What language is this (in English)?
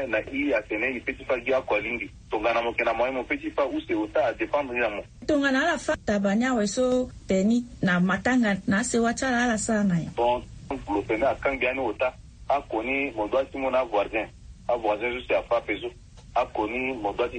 Sango